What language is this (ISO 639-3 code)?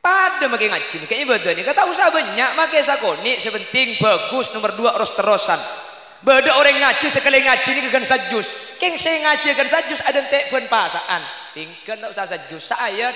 mad